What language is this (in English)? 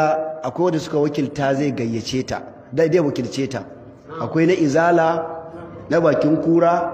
Hausa